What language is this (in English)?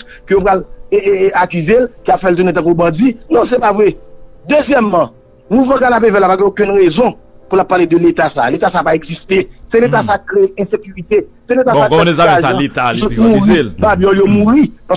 Haitian Creole